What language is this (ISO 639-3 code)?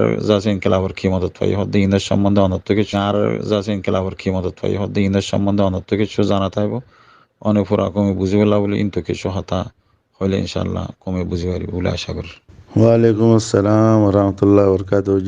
rhg